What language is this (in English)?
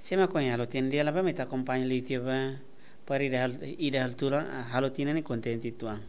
Tetum